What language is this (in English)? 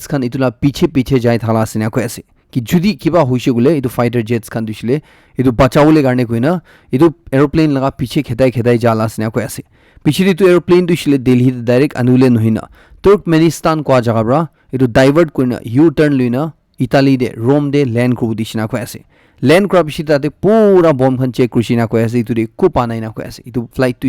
Naga Pidgin